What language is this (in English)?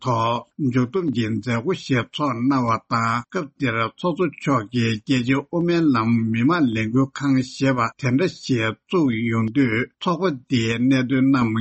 Tibetan